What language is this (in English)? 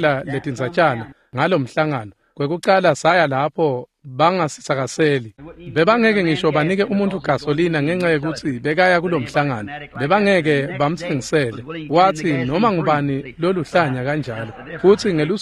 Swati